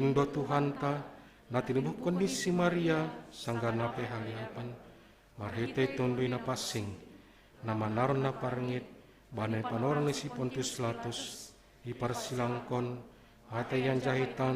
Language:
Batak Simalungun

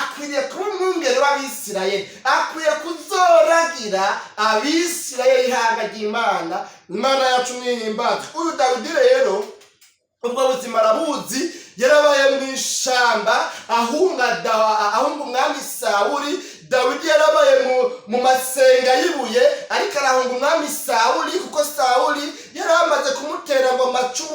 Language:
Rundi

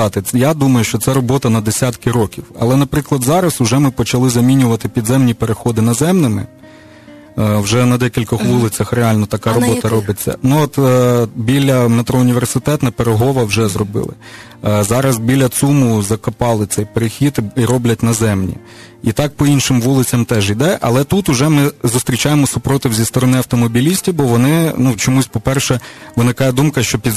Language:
Ukrainian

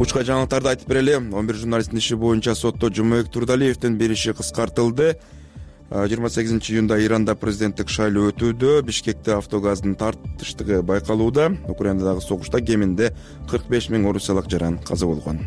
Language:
Kyrgyz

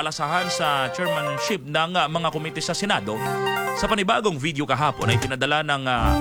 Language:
Filipino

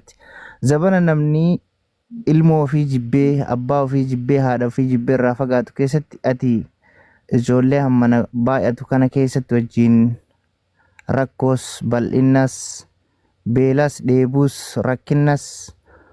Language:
Oromo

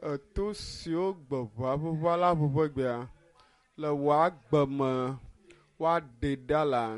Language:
Ewe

